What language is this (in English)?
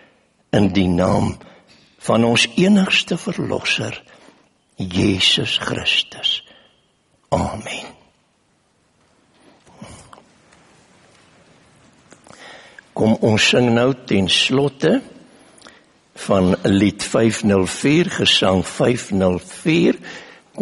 Afrikaans